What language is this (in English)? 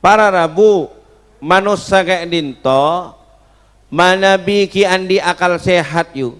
Madurese